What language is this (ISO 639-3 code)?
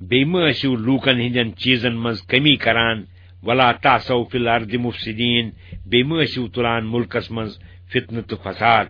kas